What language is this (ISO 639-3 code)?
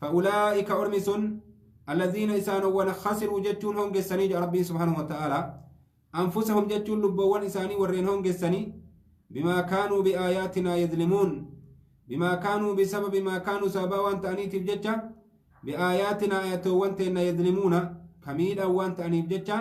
orm